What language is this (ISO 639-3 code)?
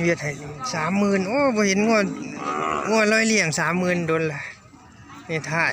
tts